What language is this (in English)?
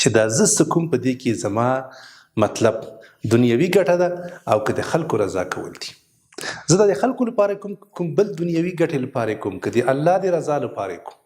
Pashto